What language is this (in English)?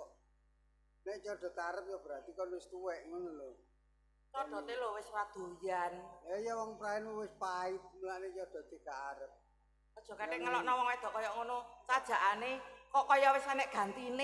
Javanese